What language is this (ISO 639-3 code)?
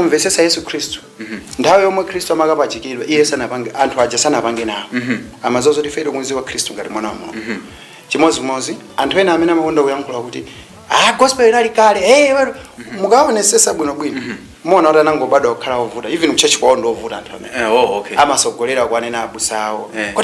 nya